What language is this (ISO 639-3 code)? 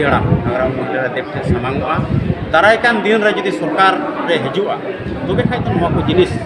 sat